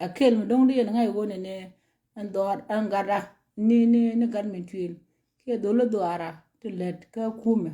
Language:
Nuer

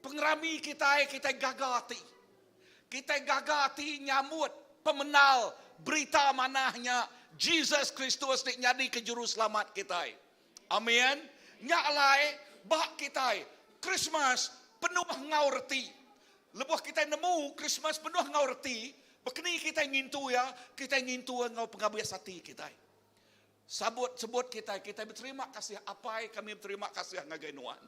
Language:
Iban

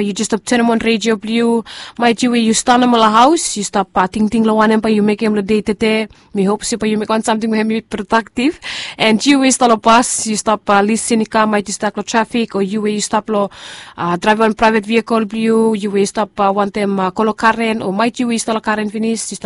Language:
Bislama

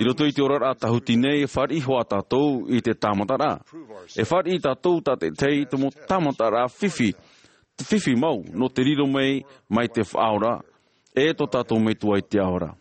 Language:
Tahitian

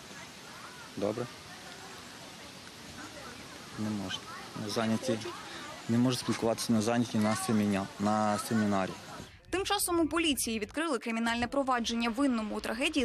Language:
Ukrainian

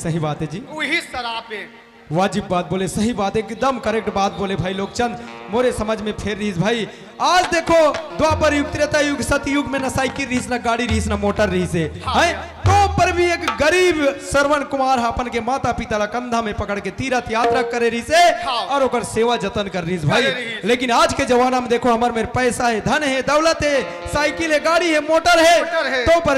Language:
Chhattisgarhi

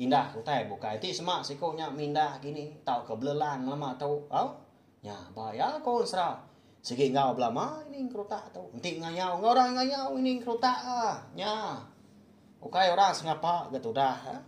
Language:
Iban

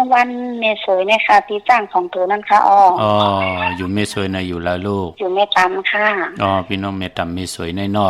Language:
Shan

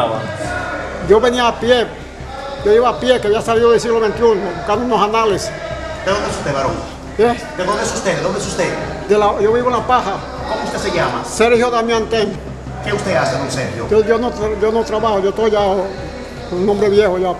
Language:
Spanish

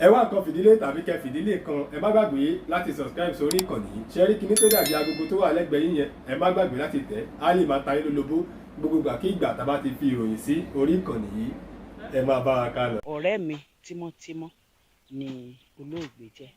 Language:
Yoruba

